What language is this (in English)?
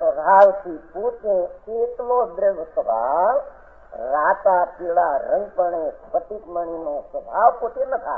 Gujarati